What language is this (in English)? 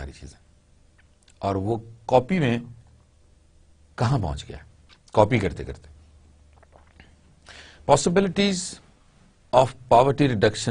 Urdu